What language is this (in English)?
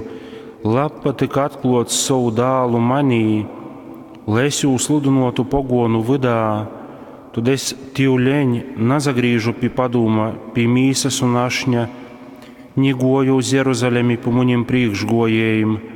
Latgalian